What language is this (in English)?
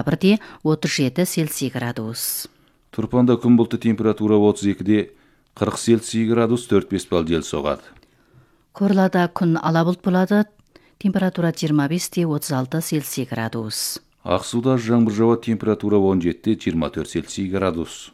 Kazakh